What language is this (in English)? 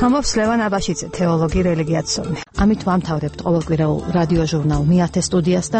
Georgian